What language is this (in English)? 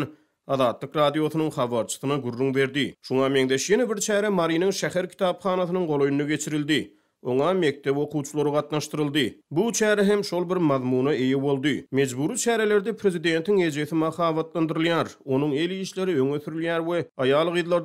Turkmen